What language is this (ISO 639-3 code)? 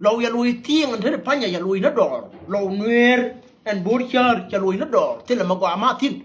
nus